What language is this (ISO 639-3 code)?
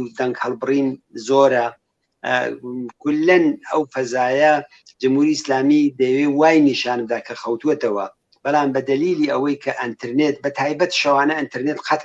ckb